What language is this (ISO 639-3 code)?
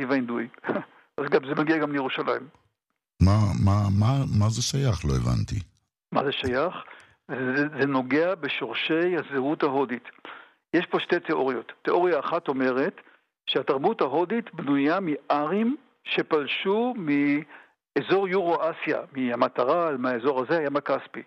heb